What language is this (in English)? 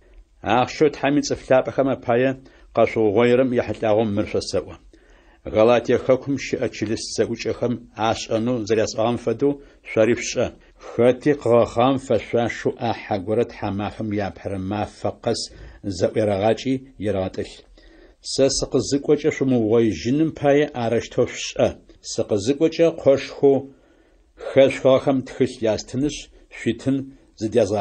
Adyghe